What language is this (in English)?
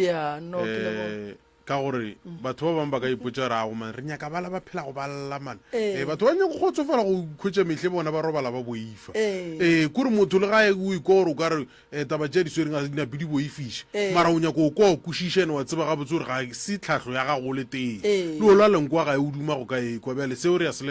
Northern Sotho